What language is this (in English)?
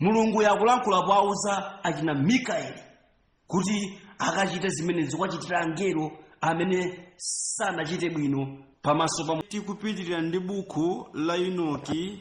Nyanja